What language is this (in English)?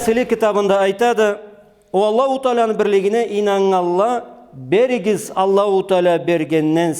Karachay-Balkar